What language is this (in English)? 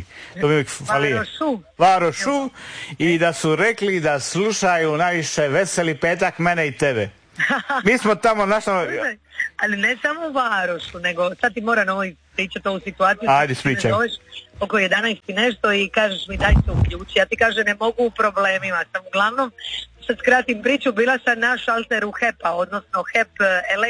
Croatian